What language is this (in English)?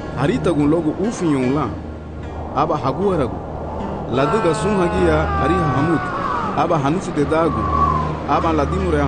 Garifuna